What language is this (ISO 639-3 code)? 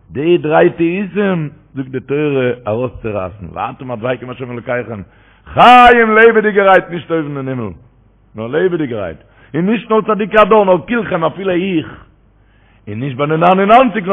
yid